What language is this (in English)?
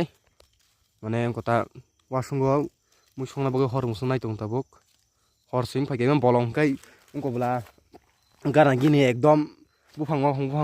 Kok Borok